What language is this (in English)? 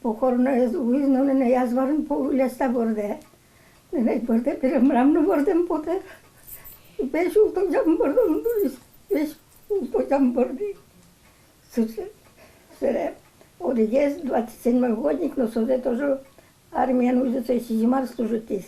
Udmurt